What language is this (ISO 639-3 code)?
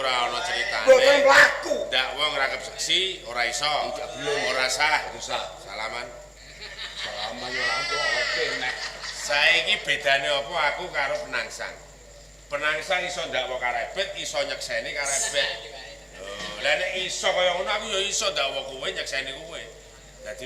jav